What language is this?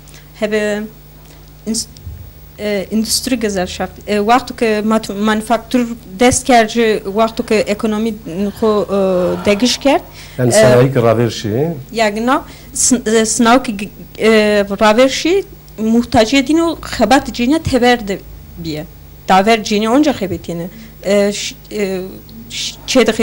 Zaza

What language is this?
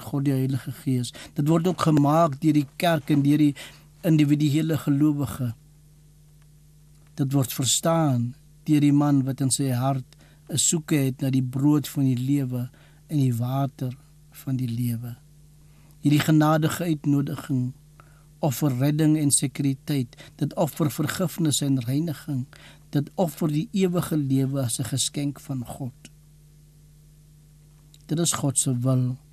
Afrikaans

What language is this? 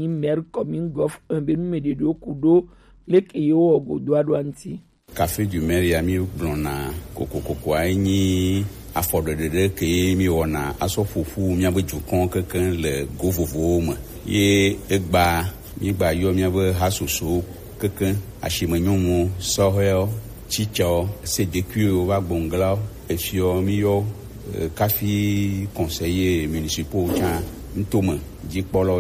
Gen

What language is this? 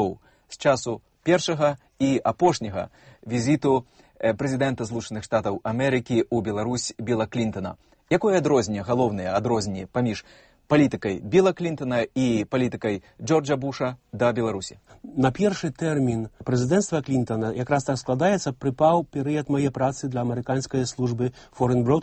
Belarusian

